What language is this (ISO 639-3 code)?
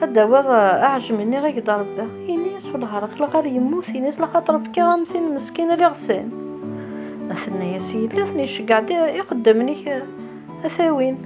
kab